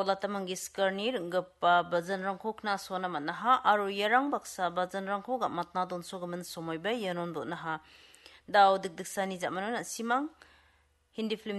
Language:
Garo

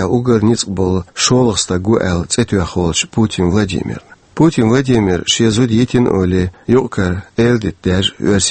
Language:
Chechen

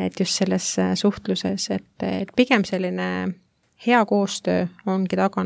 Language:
Estonian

